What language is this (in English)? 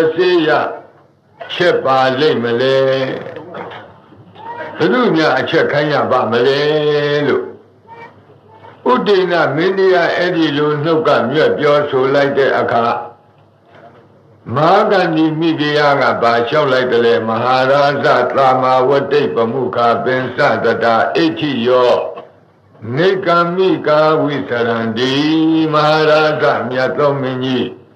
Burmese